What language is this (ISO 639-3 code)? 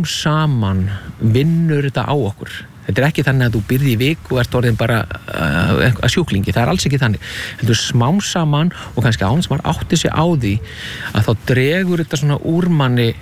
isl